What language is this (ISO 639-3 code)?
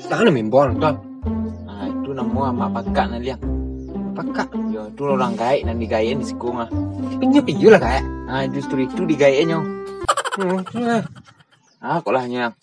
min